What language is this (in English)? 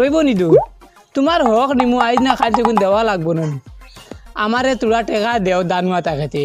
Sylheti